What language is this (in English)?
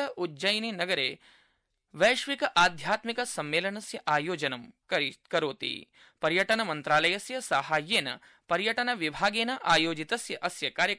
Sanskrit